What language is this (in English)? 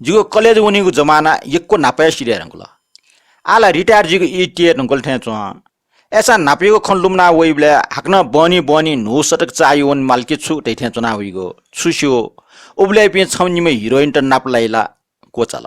Newari